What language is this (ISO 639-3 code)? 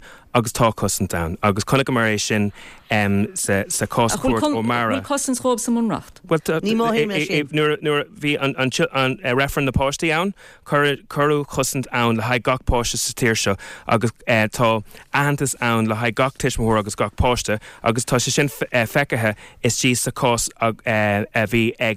gle